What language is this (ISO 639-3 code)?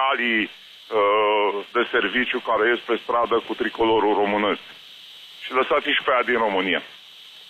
ron